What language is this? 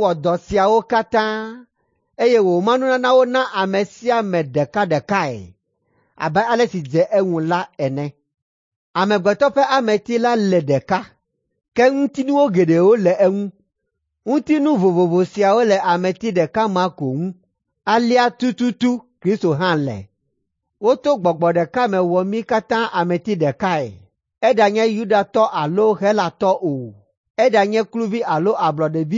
Ewe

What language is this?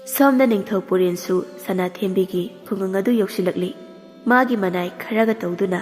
Manipuri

